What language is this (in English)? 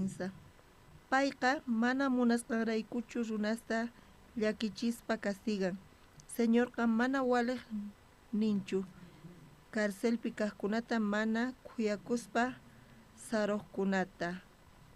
South Bolivian Quechua